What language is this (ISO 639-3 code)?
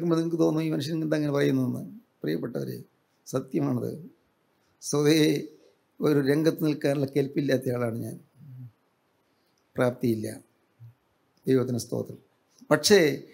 mal